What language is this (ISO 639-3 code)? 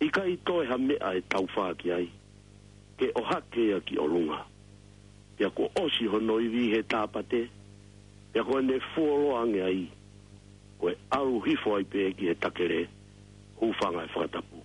ton